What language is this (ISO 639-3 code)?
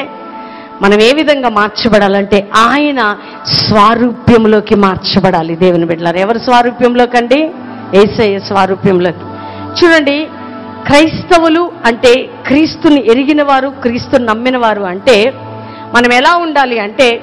tel